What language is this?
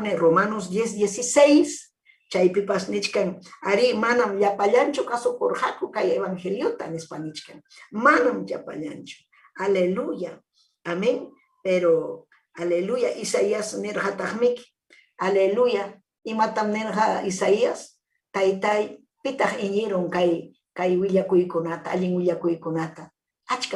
Ayacucho Quechua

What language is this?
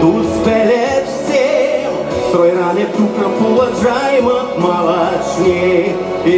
Chuvash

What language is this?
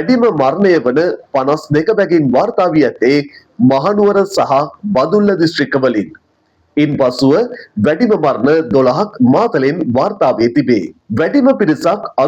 Sinhala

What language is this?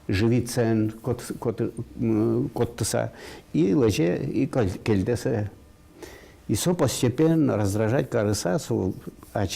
Udmurt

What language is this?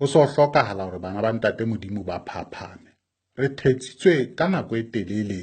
Southern Sotho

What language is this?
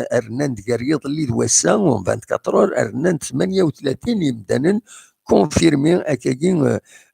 Kabyle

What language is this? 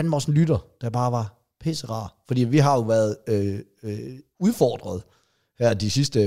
Danish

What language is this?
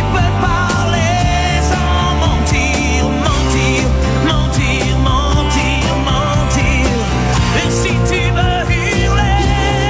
French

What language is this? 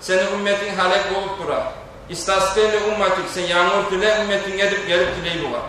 Kumyk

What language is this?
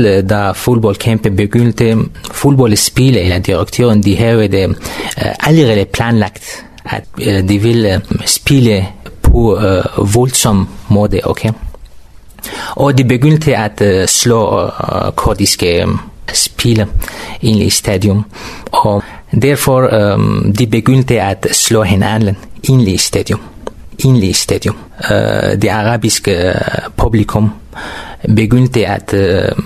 Danish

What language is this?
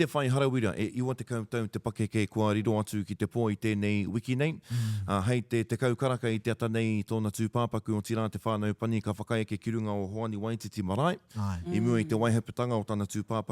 Māori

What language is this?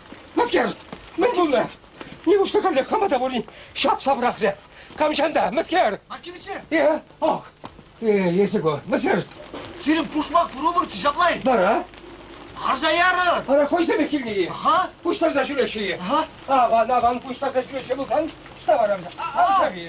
Chuvash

